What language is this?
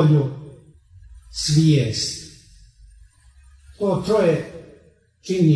Croatian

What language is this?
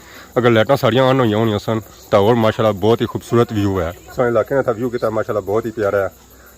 Pahari-Potwari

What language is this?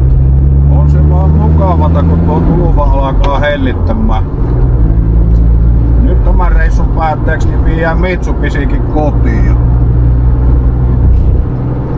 Finnish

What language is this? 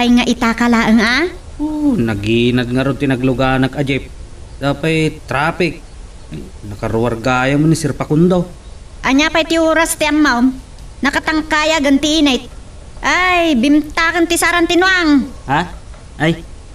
Iloko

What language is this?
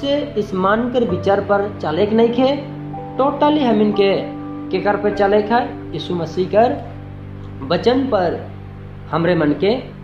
Sadri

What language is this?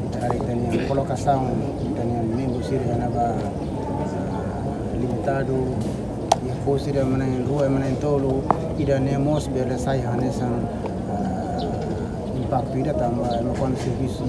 Tetum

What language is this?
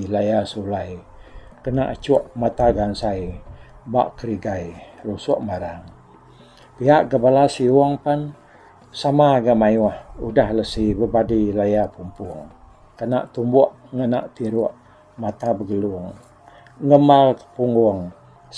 Iban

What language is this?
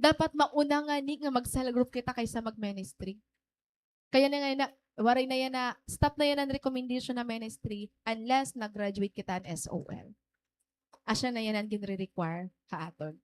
Waray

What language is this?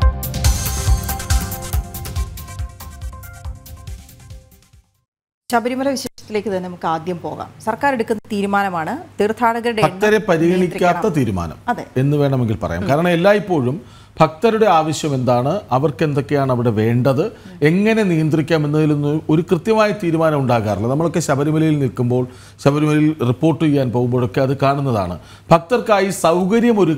Malayalam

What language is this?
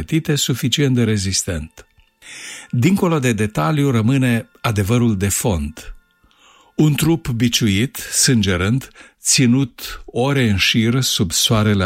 Romanian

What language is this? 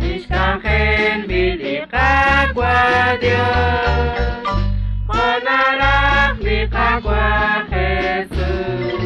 Kekchí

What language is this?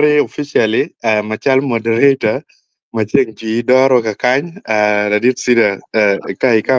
Acoli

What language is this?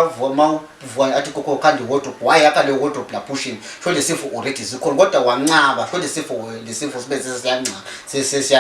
Zulu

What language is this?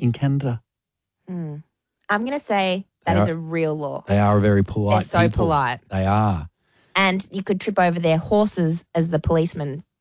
English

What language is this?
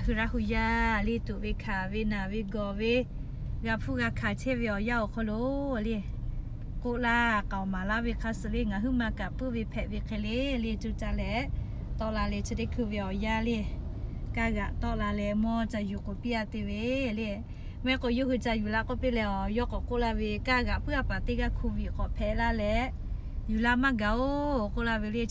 Lahu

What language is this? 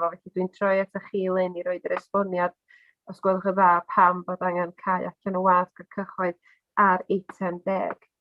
Welsh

